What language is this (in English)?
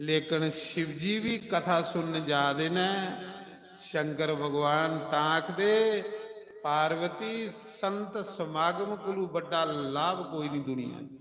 Dogri